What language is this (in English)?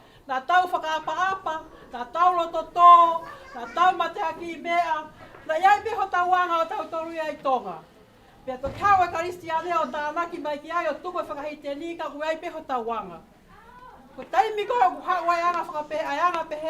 Tongan